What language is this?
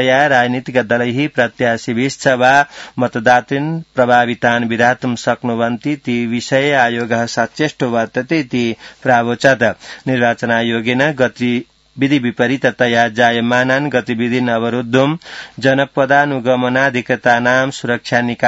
Sanskrit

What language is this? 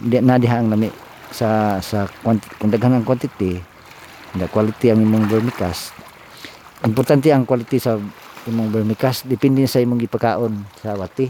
Cebuano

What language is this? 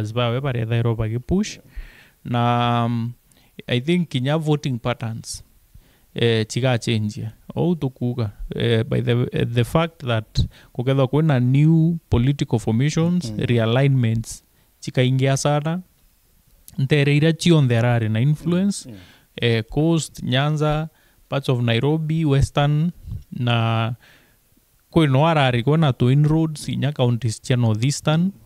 Meru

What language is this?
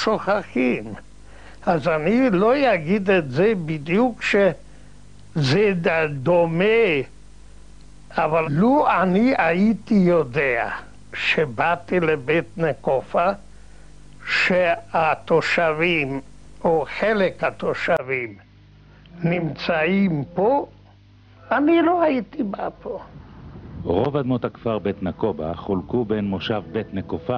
Hebrew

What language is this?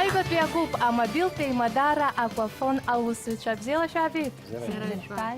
Abkhazian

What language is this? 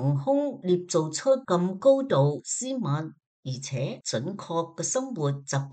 Cantonese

